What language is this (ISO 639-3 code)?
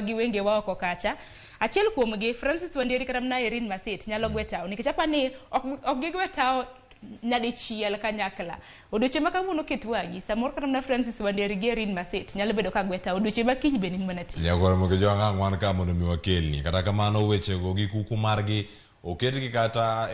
luo